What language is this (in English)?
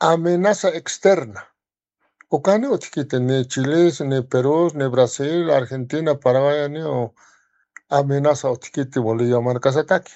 Aymara